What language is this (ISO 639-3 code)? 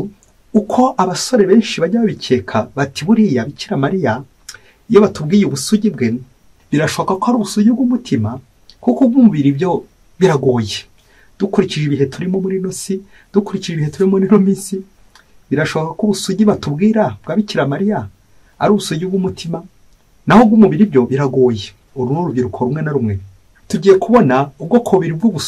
kin